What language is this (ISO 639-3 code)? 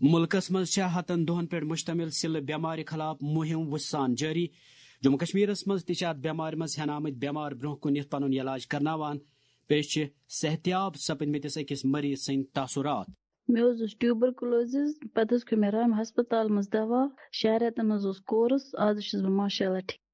kas